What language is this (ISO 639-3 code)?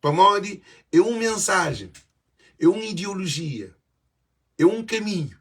kea